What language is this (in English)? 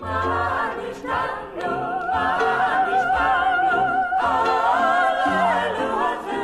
Yiddish